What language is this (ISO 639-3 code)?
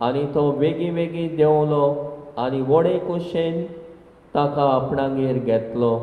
kok